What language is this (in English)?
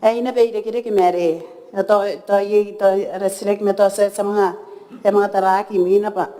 Gilbertese